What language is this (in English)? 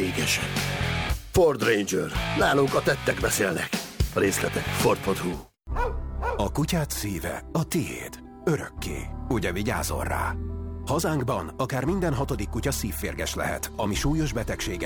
Hungarian